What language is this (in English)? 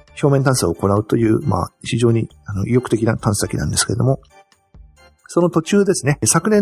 Japanese